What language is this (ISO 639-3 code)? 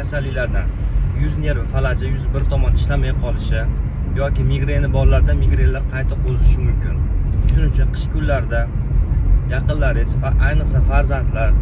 uzb